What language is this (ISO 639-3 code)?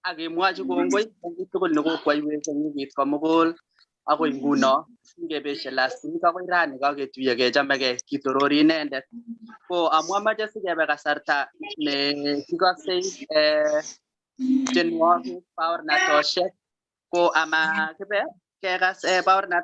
kln